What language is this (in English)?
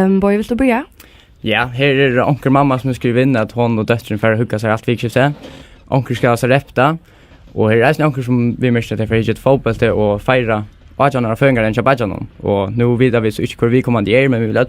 Faroese